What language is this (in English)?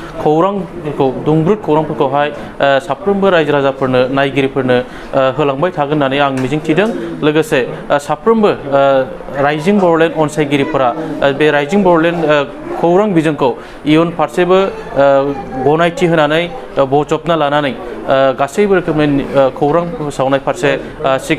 Bodo